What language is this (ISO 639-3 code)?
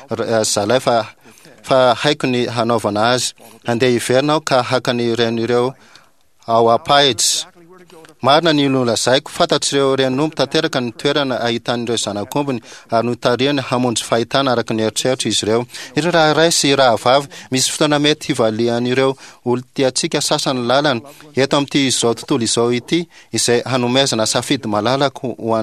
mlg